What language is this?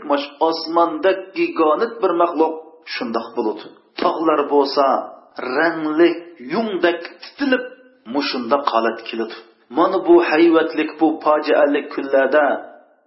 Uyghur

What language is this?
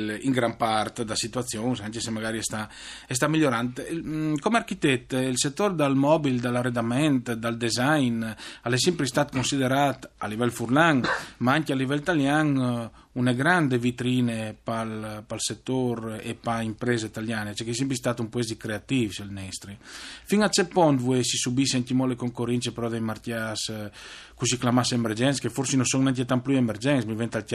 Friulian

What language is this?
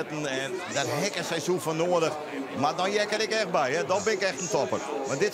Western Frisian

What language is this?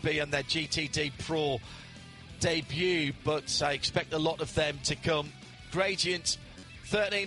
English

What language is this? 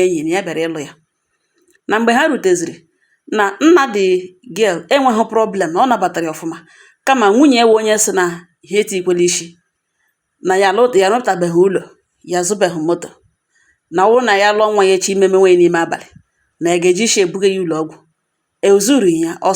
Igbo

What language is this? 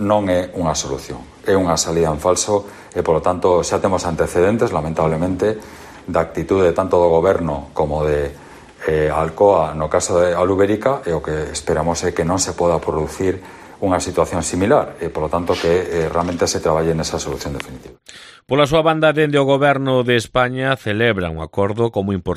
Galician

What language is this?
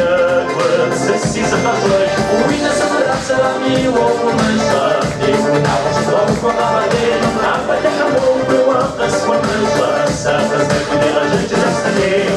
Kabardian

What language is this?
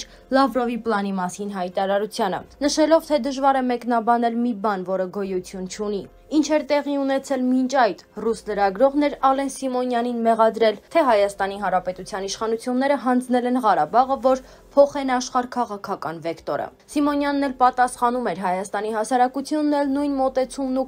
Armenian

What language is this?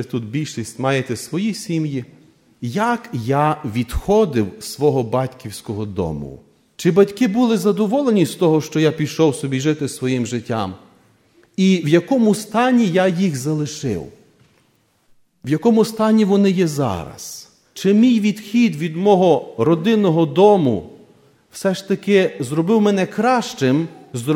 Ukrainian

